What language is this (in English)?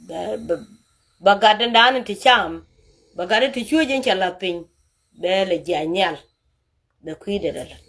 Nuer